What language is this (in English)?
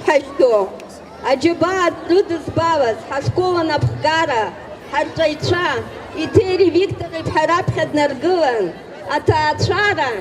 Abkhazian